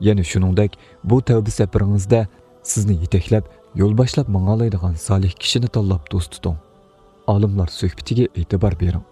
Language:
Uyghur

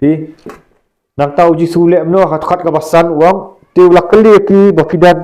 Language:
Khasi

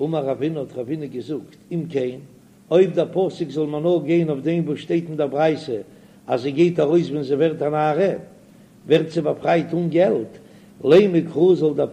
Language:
Yiddish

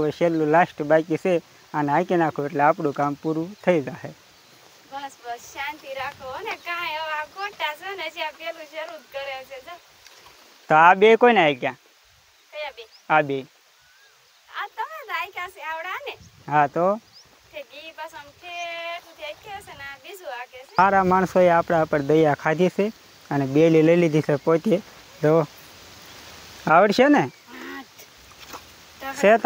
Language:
Gujarati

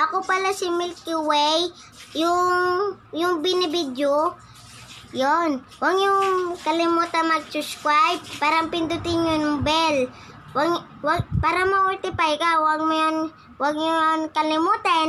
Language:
Filipino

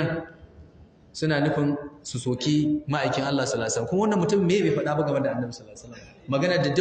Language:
Hausa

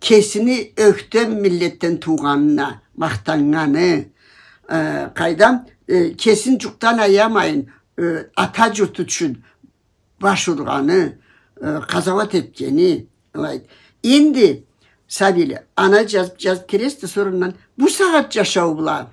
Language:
Karachay-Balkar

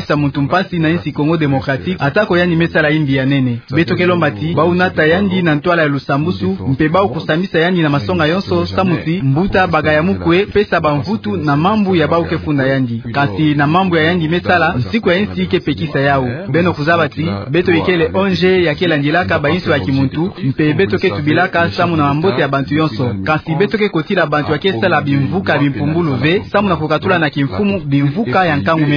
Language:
Kituba (Democratic Republic of Congo)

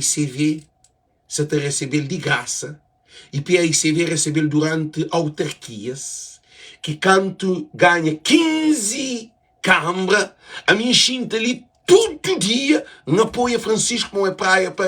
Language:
Kabuverdianu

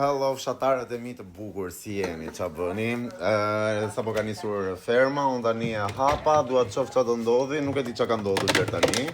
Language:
Albanian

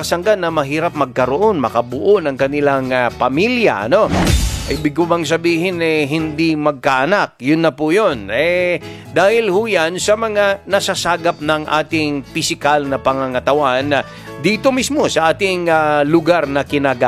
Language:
Filipino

